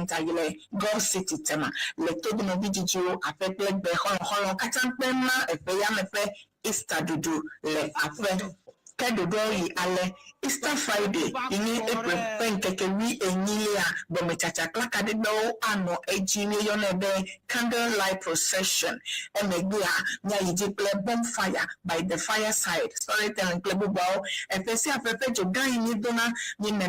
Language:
Ewe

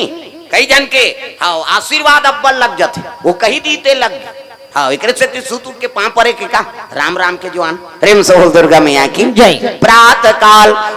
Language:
Chhattisgarhi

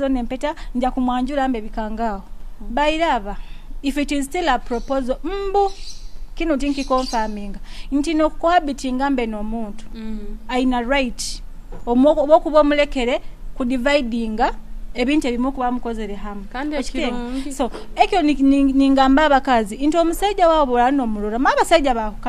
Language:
Nyoro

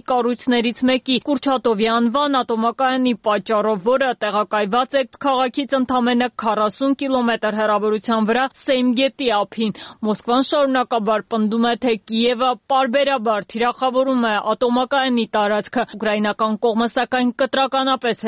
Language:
Armenian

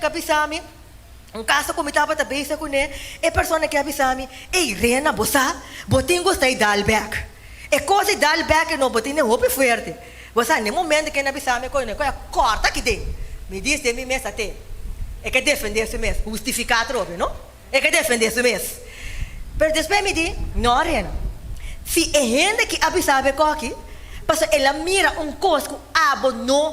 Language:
Papiamento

